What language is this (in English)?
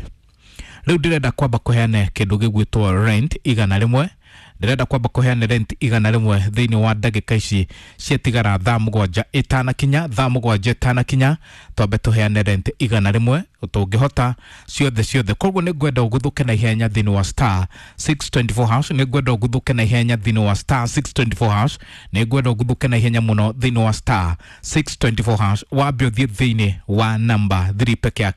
Kikuyu